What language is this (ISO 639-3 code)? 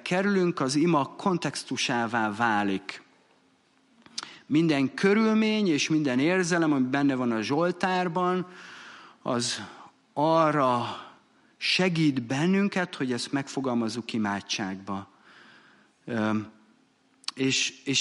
hun